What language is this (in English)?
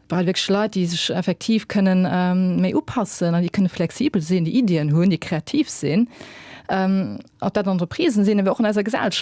Luxembourgish